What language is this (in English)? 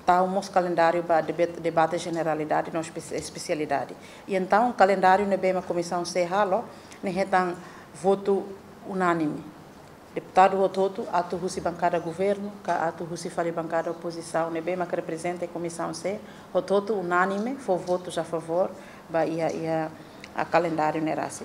Tetum